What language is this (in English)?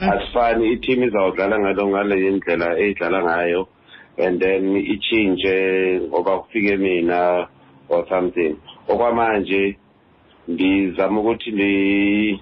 Xhosa